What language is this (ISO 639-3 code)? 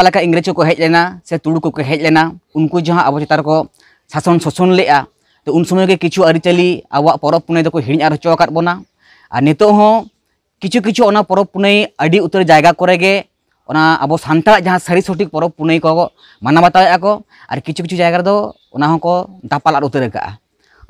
sat